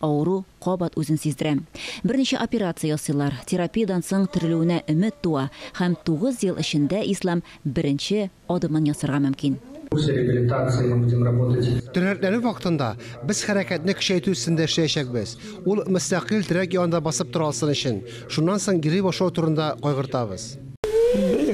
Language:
Tatar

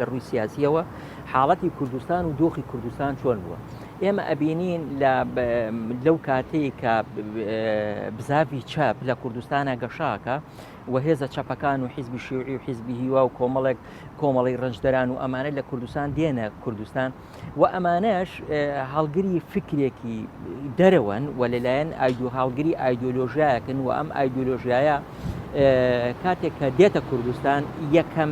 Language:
Central Kurdish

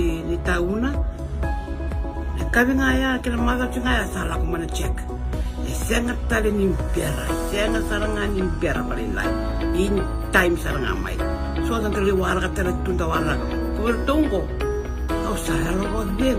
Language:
Fijian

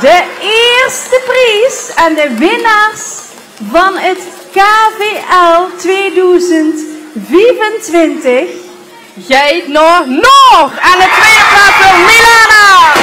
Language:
Limburgish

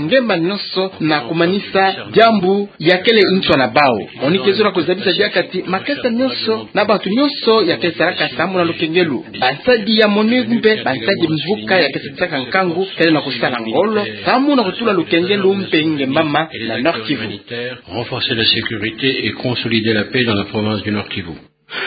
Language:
Kituba (Democratic Republic of Congo)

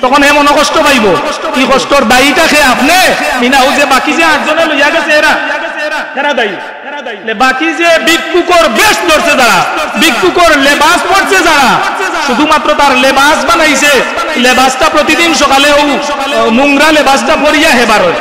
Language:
Sylheti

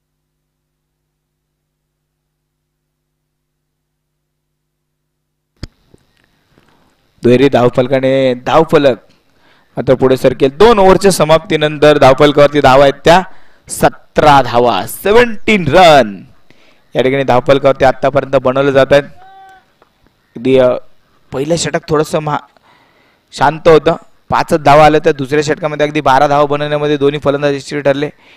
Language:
Marathi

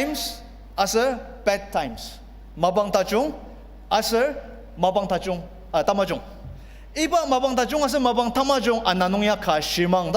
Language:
Ao Naga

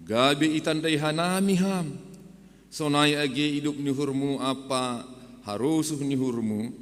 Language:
Batak Simalungun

